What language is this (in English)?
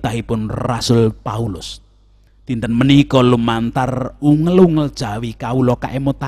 Javanese